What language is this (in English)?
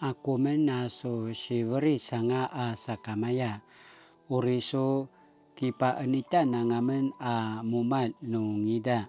Paiwan